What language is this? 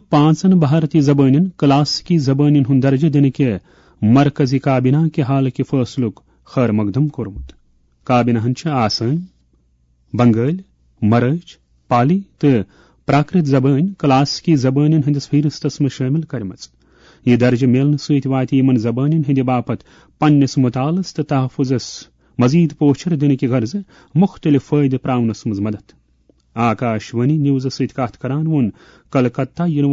Kashmiri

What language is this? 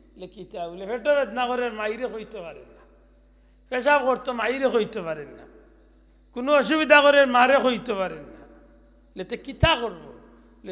Sylheti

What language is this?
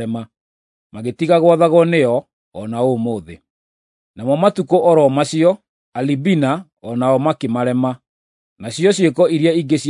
Kikuyu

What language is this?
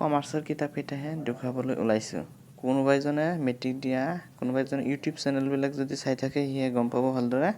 Assamese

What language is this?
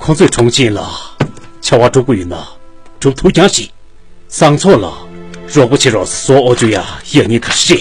Tibetan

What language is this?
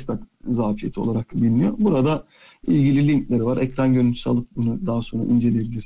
Turkish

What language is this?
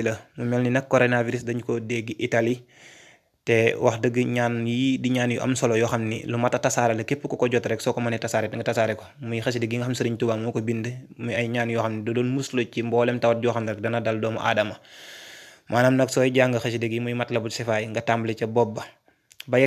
Wolof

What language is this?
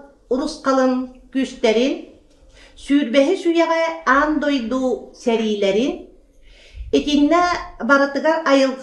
Yakut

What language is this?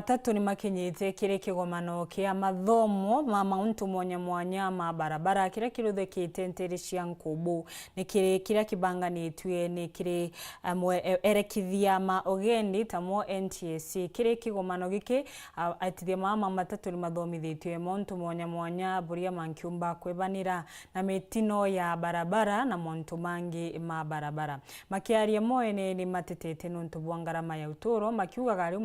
Meru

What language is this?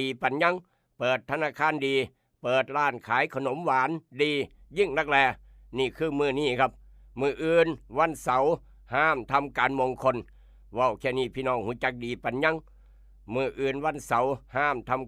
Northeastern Thai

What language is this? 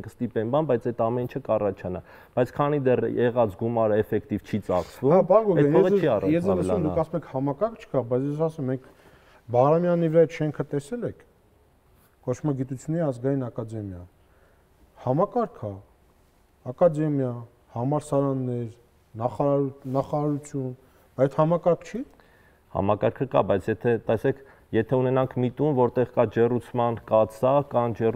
Armenian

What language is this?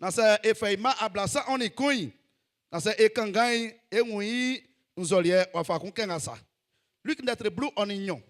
Baoulé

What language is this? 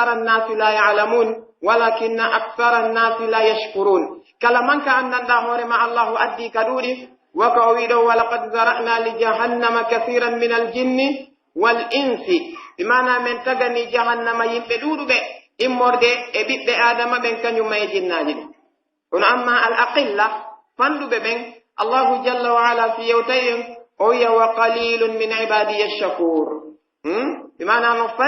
Pular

